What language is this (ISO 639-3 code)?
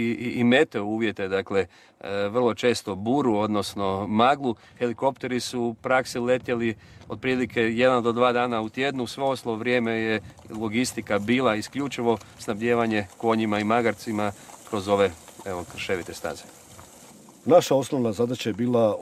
hrv